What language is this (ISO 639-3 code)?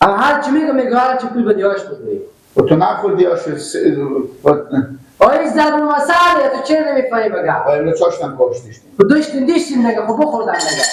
fas